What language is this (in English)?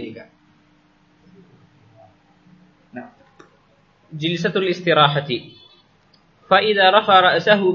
Malayalam